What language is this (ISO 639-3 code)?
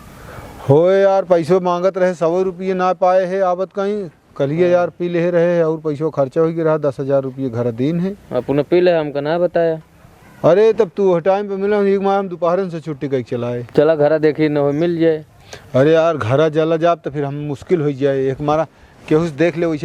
awa